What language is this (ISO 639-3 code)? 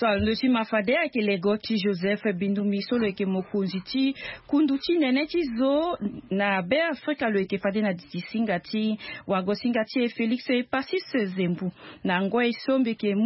sag